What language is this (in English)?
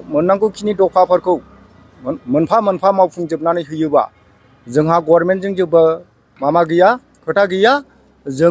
Bodo